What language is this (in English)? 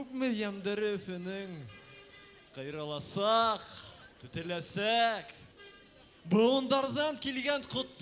Bashkir